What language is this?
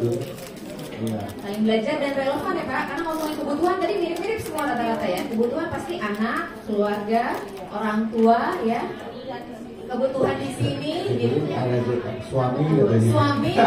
Indonesian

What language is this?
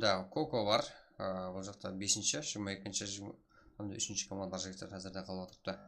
Kara-Kalpak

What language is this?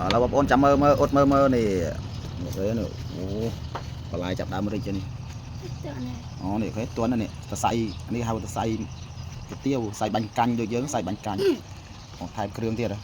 Khmer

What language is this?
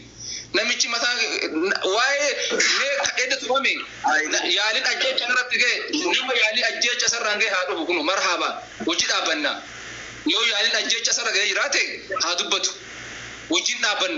Oromo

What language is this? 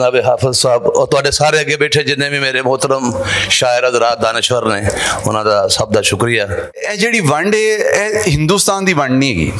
Western Panjabi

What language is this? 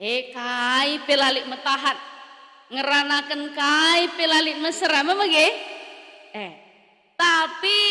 Batak Karo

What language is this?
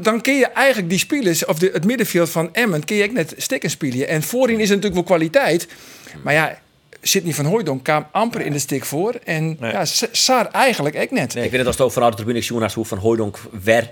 Western Frisian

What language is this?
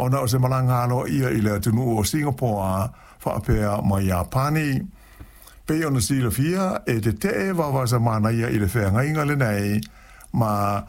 Samoan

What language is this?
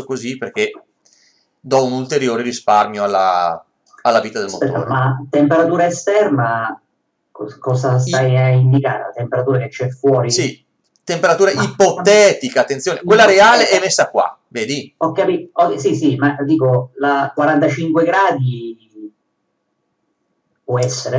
Italian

